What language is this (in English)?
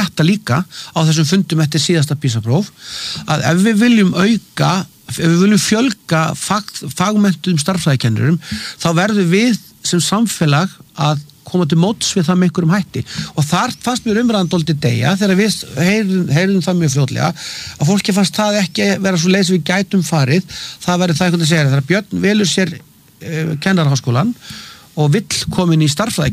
Icelandic